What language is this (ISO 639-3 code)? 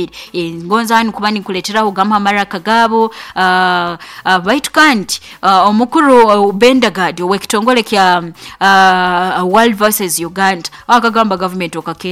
nyo